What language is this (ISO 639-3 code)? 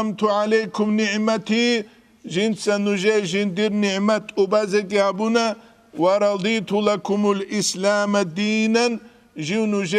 ava